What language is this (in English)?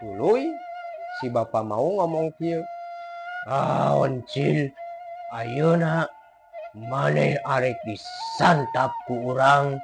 Sundanese